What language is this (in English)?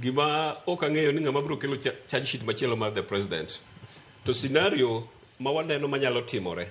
Luo (Kenya and Tanzania)